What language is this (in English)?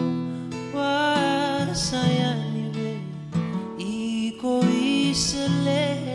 Fijian